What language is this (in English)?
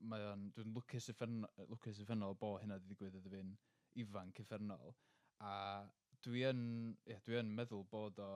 Welsh